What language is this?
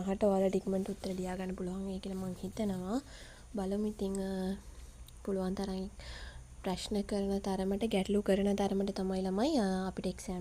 Sinhala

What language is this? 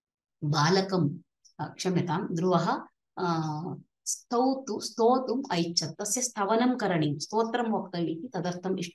Sanskrit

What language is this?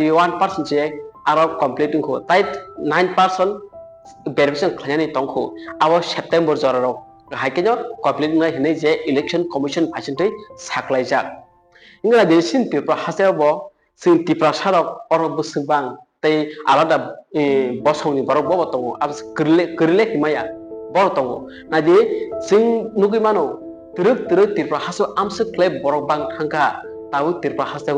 Kok Borok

